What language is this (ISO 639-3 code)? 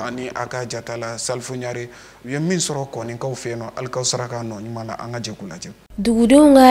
bam